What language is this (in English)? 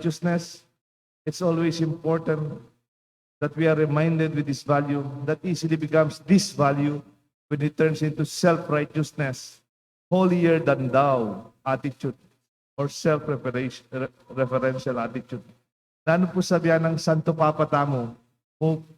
Pampanga